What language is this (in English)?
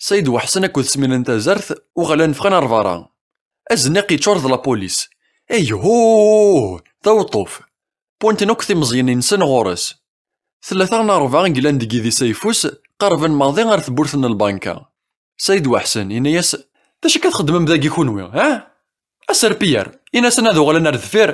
Kabyle